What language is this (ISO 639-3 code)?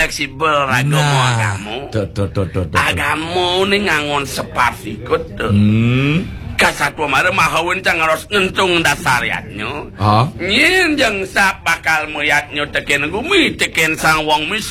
ban